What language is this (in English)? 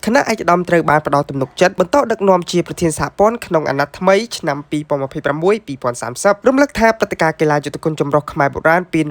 Khmer